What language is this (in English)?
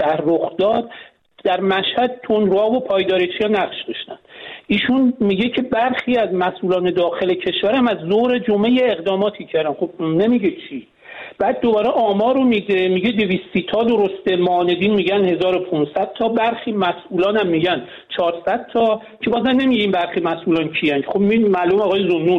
Persian